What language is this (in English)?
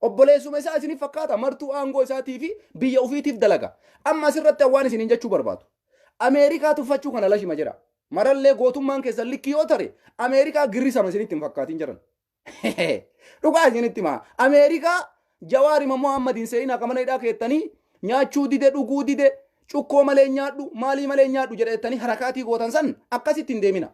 Oromo